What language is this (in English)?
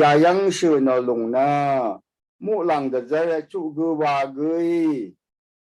Rawang